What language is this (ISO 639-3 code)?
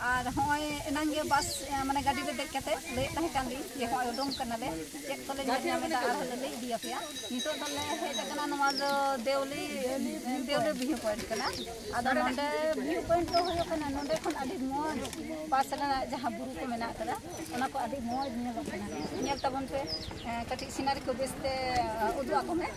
sat